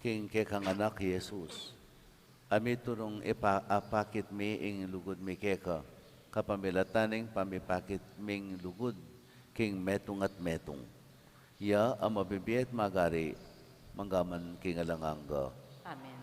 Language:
Pampanga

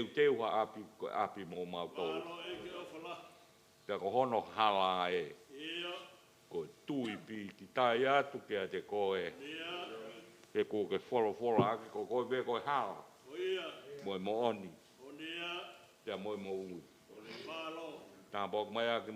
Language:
Tongan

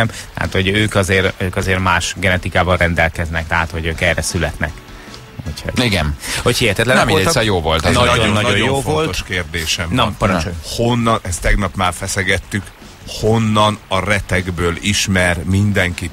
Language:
Hungarian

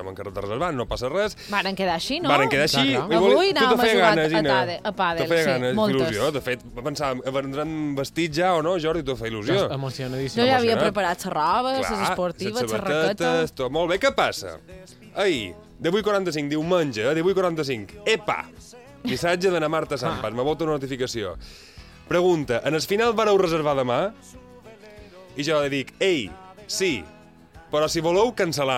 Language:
Catalan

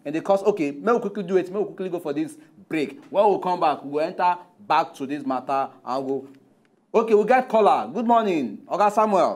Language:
Nigerian Pidgin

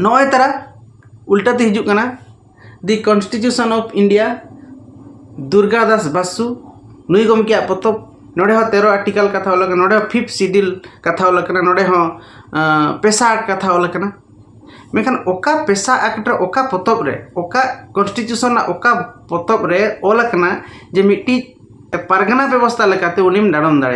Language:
Santali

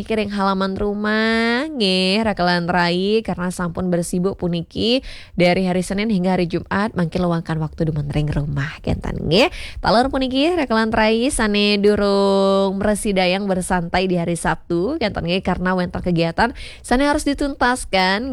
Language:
Balinese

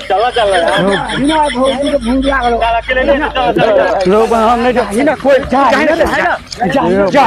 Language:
Maithili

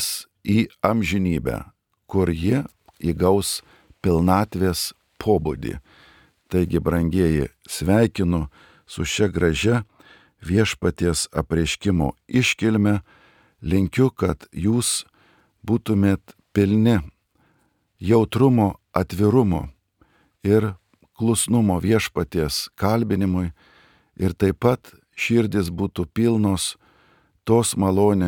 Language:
Lithuanian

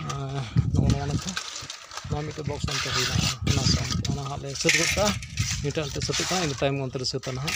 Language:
Santali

